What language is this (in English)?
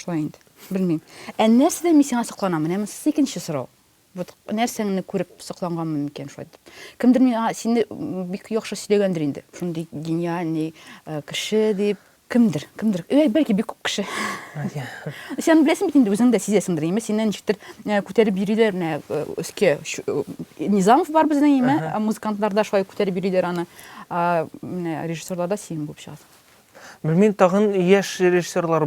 Tatar